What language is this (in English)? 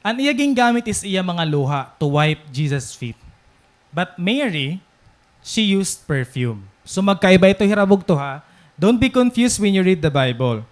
Waray